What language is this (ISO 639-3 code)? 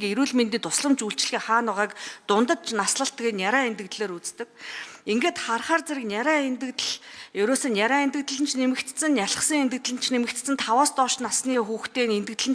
mon